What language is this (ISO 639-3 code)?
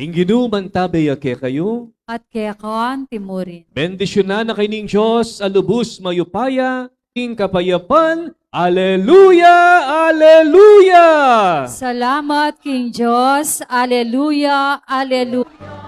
pam